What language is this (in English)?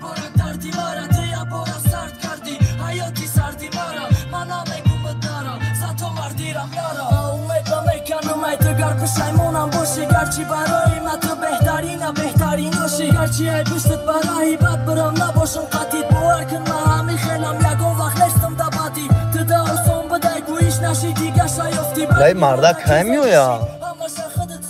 Tajik